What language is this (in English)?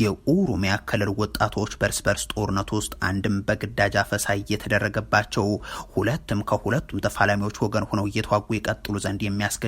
Amharic